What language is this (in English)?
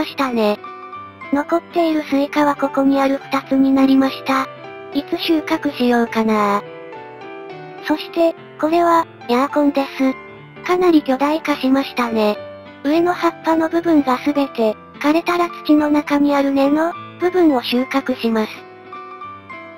Japanese